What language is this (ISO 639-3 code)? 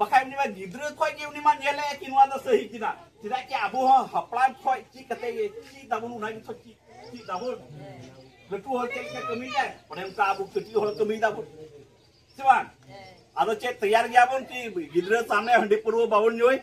sat